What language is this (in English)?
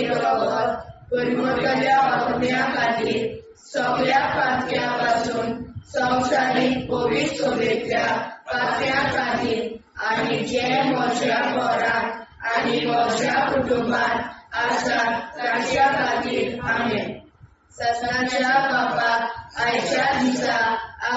Konkani